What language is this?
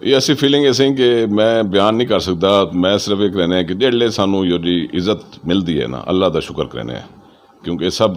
Saraiki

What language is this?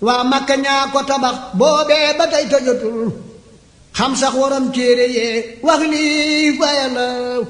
Wolof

